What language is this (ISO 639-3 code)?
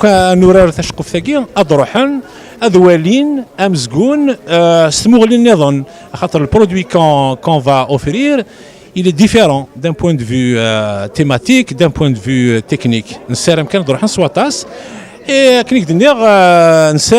kab